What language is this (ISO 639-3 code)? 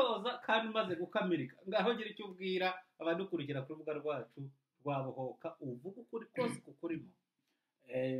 kin